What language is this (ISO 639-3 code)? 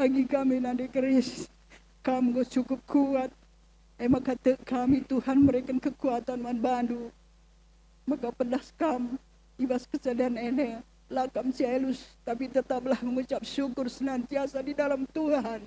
btx